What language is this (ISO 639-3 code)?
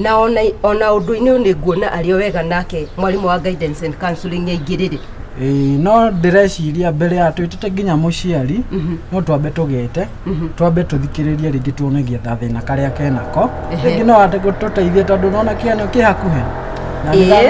kik